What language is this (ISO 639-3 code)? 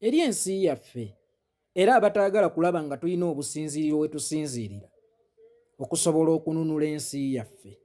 lug